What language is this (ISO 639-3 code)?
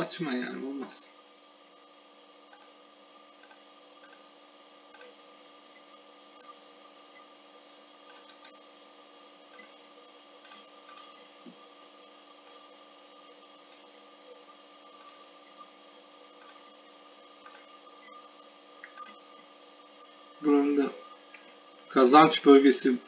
tur